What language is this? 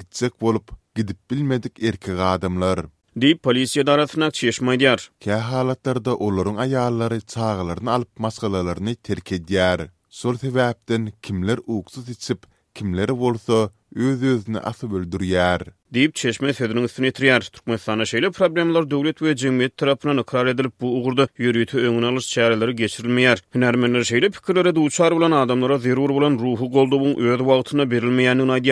Turkmen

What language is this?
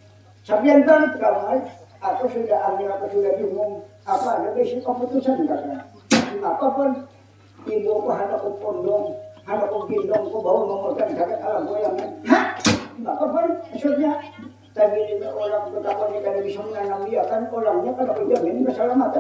Banjar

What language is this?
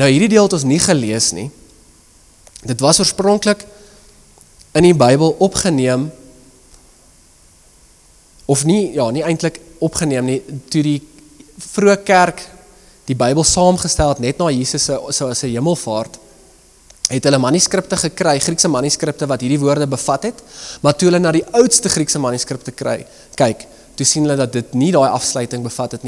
Afrikaans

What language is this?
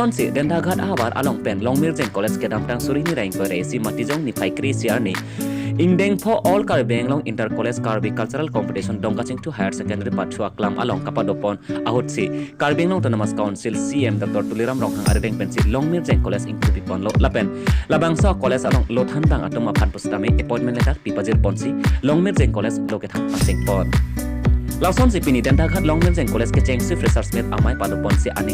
Karbi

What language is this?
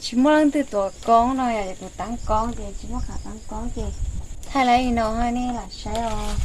Hmong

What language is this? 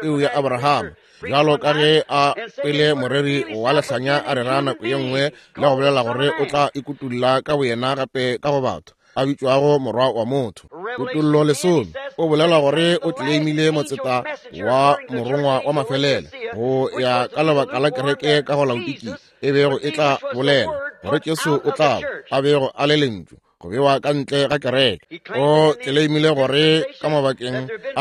Northern Sotho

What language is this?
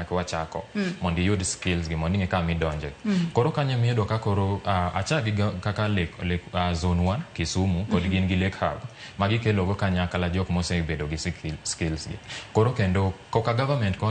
Luo (Kenya and Tanzania)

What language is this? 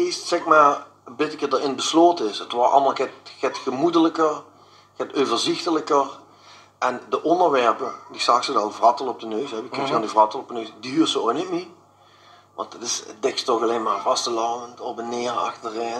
Limburgish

